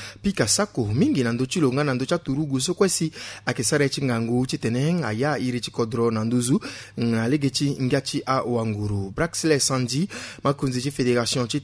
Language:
Sango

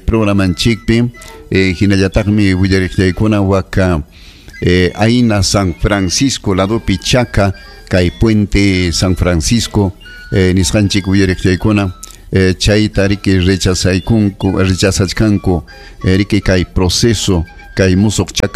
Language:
Ayacucho Quechua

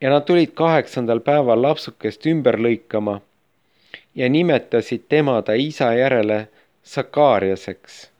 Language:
Estonian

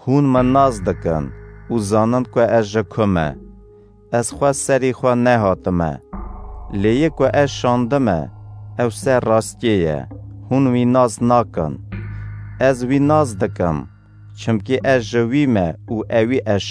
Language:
Kurdish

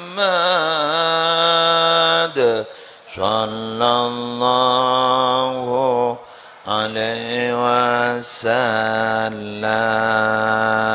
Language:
Madurese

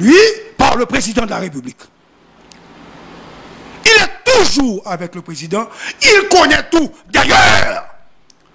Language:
French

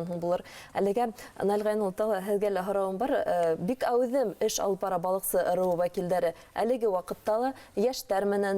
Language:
Bashkir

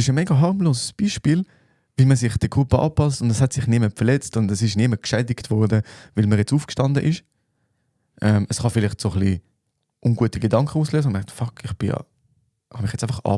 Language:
Swiss German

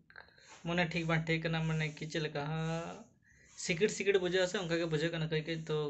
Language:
Santali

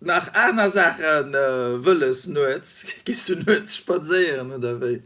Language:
Luxembourgish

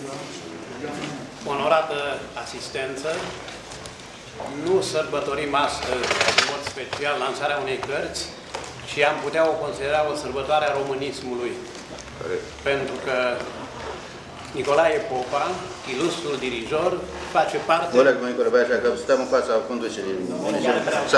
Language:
Romanian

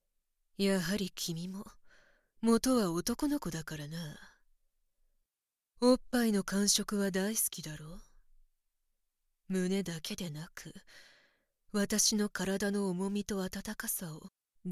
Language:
Japanese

